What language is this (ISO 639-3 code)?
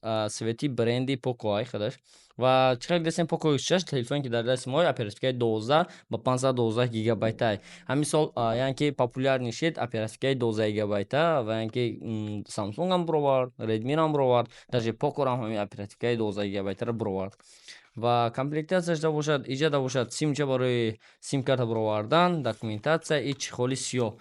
tgk